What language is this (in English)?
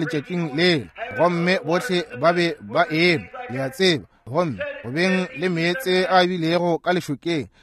Northern Sotho